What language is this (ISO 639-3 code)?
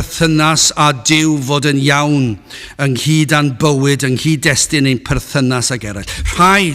cym